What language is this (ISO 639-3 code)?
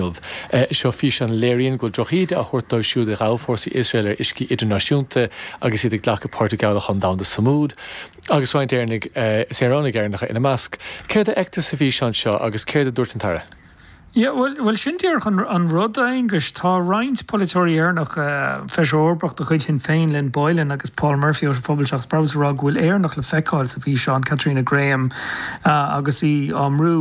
gle